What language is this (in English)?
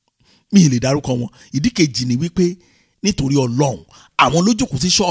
Yoruba